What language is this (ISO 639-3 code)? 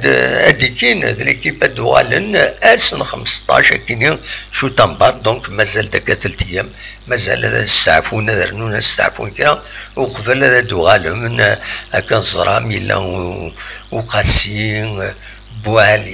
kab